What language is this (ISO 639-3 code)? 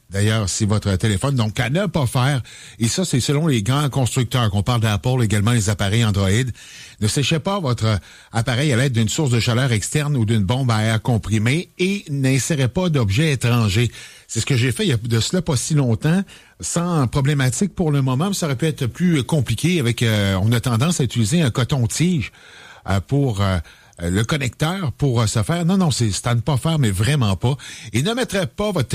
fra